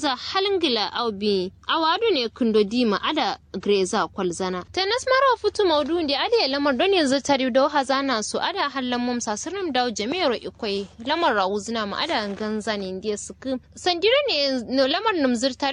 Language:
Kanuri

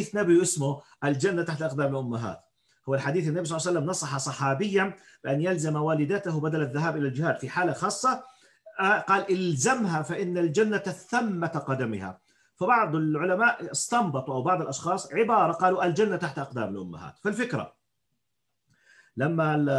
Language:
Arabic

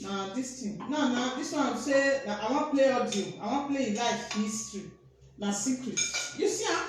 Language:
Nigerian Pidgin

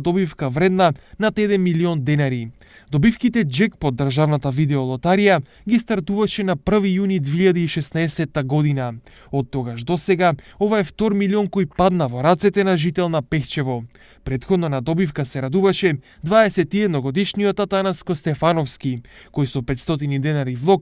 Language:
Macedonian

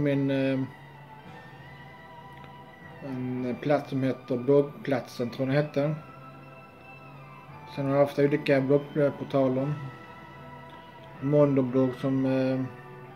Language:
Swedish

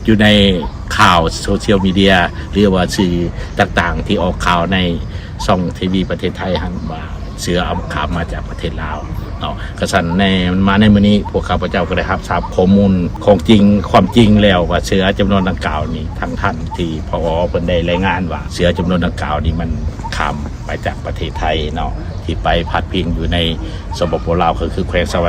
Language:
Lao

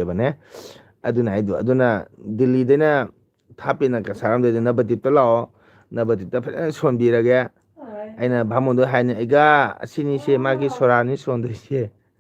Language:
Manipuri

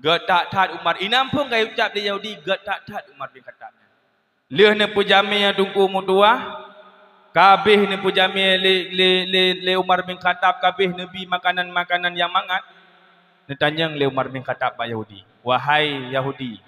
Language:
Achinese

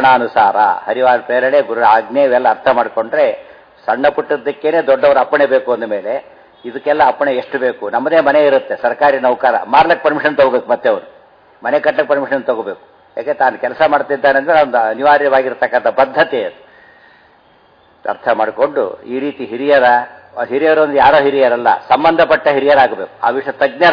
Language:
Kannada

